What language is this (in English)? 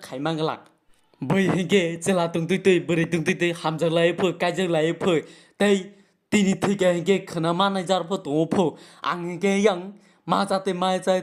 Kok Borok